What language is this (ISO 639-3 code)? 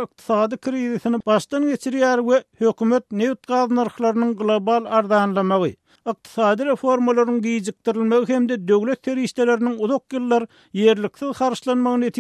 tuk